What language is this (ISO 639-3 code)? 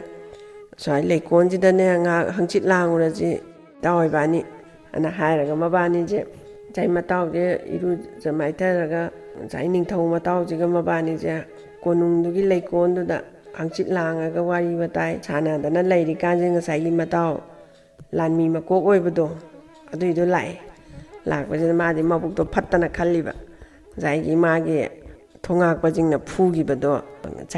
mni